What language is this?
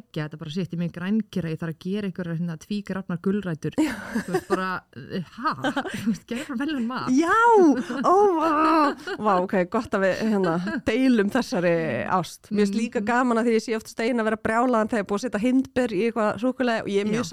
Icelandic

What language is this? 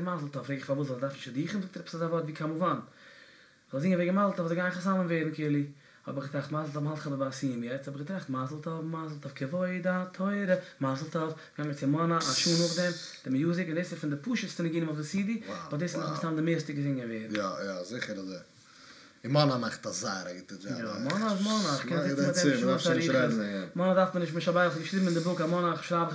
Yiddish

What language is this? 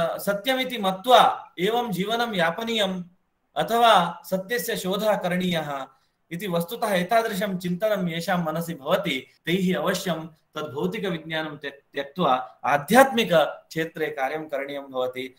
Sanskrit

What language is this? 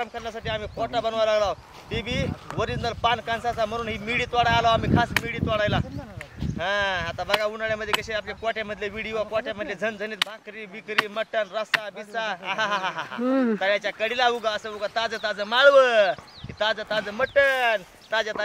Marathi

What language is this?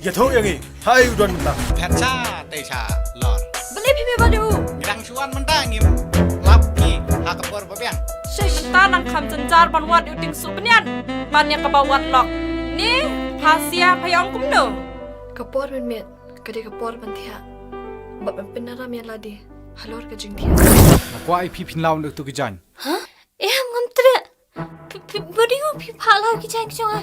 Khasi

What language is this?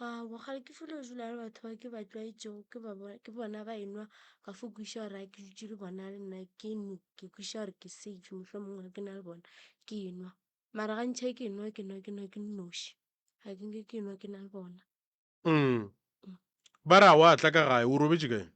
Northern Sotho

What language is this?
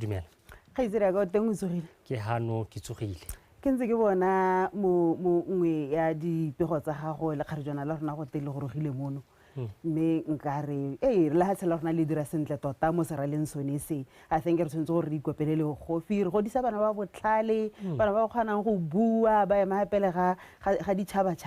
Tswana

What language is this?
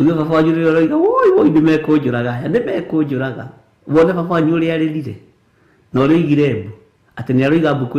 Kikuyu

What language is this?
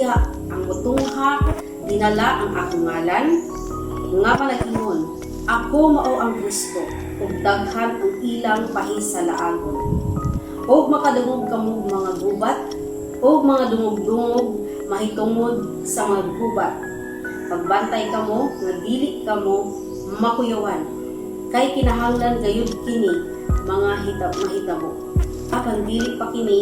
Cebuano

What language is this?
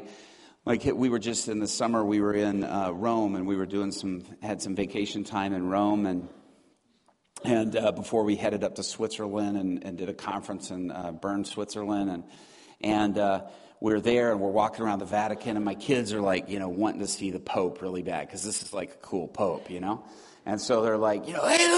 English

